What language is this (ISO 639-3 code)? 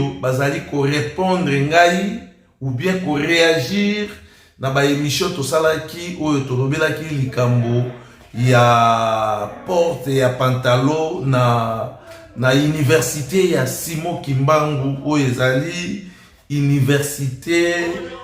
lin